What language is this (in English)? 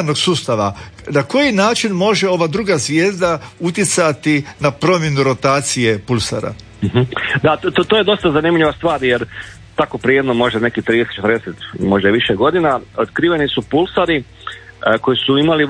Croatian